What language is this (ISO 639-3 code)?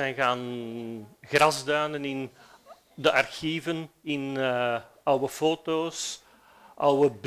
nld